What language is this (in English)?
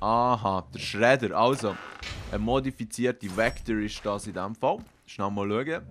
Swiss German